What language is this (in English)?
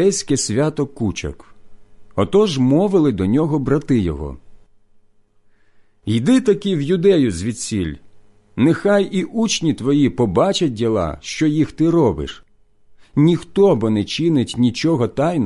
Ukrainian